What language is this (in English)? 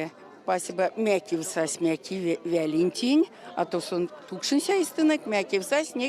Erzya